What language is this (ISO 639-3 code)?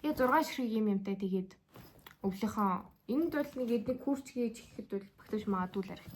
mon